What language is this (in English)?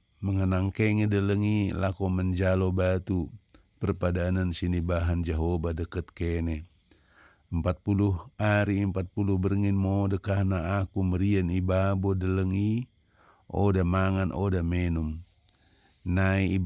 Batak Dairi